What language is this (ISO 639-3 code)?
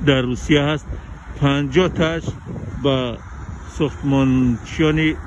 tgk